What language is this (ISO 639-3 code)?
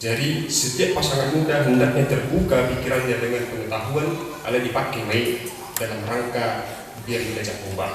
bbc